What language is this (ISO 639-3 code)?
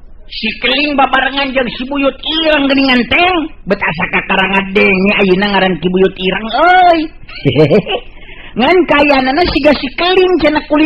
sun